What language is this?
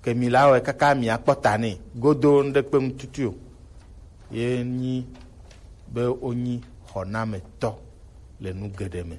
Gen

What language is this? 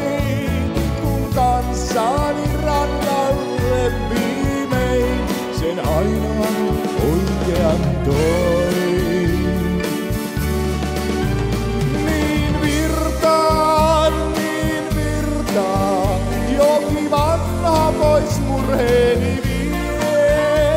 Finnish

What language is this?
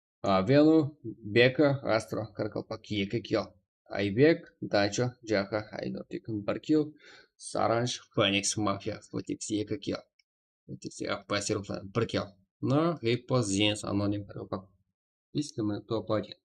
Kara-Kalpak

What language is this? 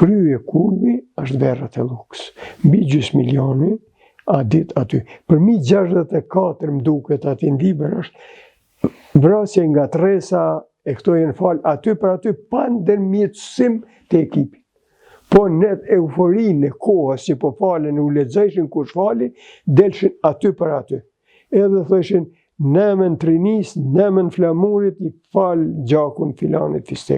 Albanian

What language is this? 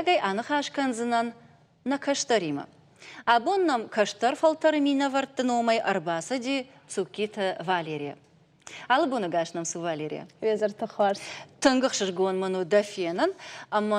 Ossetic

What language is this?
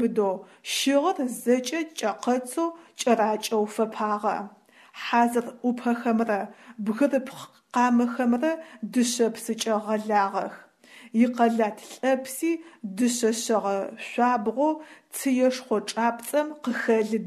Adyghe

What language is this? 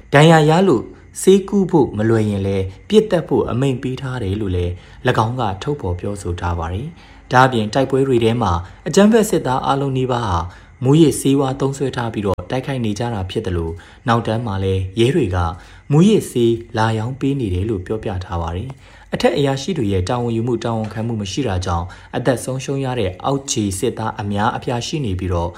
Burmese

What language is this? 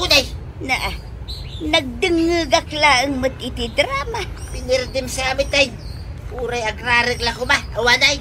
Iloko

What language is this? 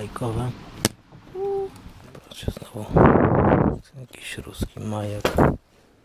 Polish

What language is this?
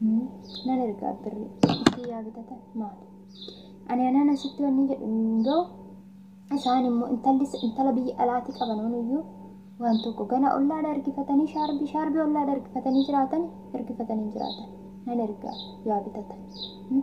Oromo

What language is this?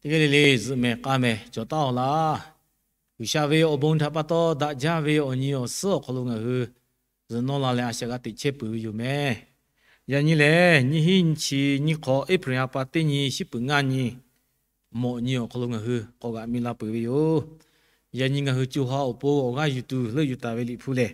Lahu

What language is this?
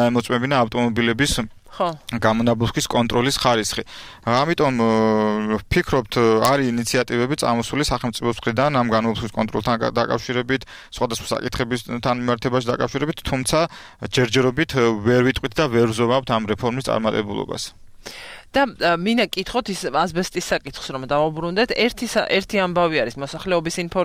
Georgian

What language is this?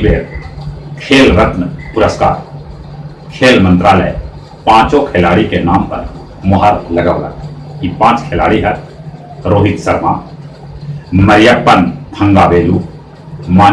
Magahi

